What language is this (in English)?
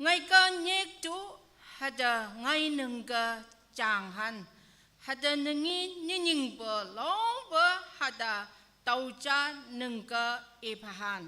Naga Pidgin